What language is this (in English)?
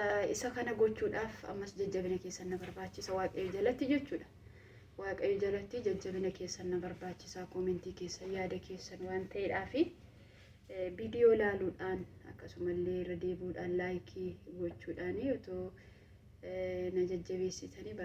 Oromo